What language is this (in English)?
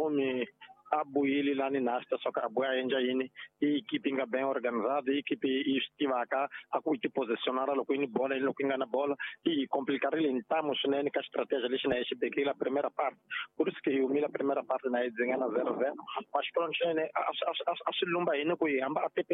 Tsonga